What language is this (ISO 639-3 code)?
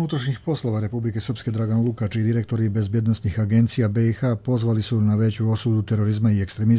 hrv